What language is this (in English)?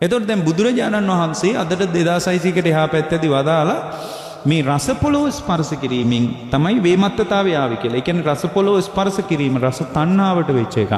Sinhala